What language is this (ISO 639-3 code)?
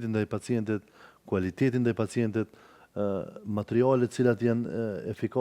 sqi